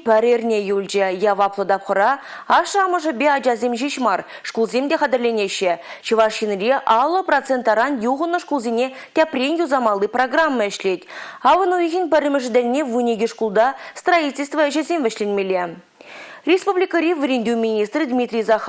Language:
Chuvash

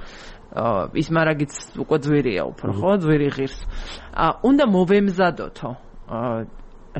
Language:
Georgian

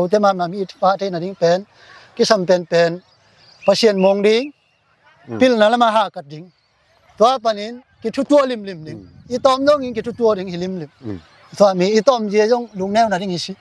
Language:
Tedim Chin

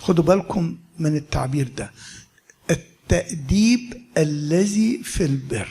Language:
Egyptian Arabic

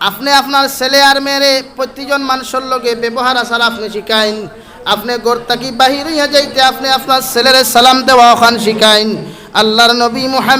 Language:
Sylheti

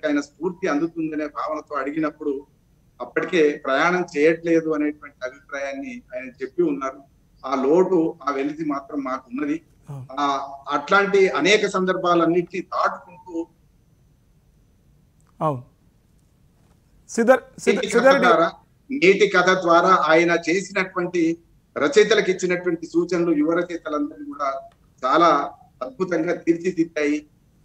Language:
Telugu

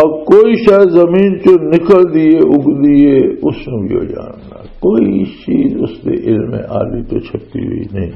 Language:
Western Panjabi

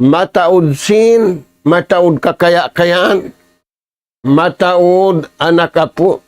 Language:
Tausug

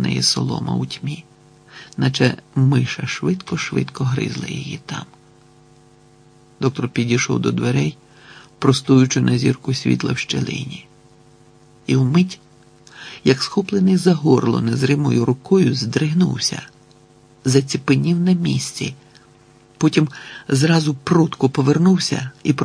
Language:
Ukrainian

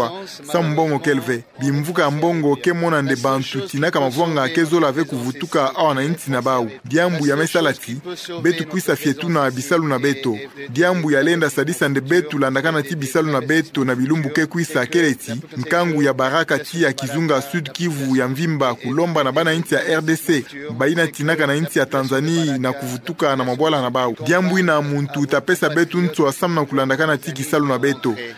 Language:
Kituba (Democratic Republic of Congo)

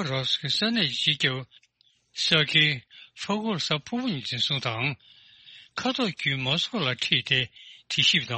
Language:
Tibetan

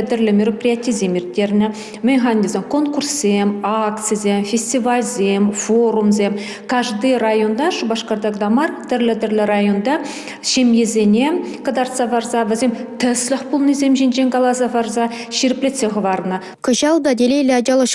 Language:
Chuvash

